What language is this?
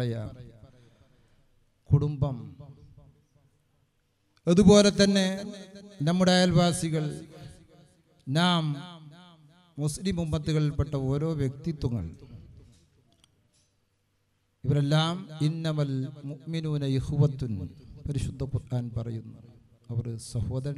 Malayalam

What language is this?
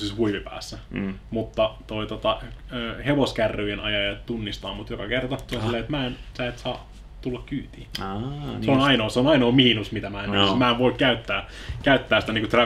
Finnish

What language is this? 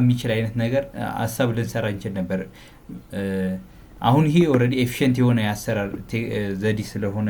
Amharic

